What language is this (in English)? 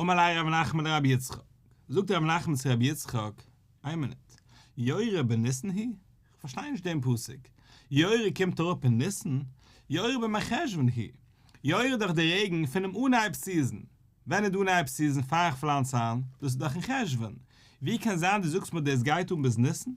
Yiddish